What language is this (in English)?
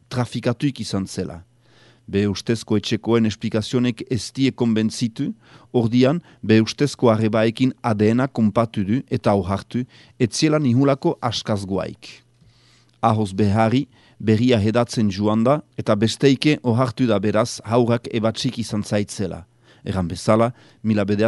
Basque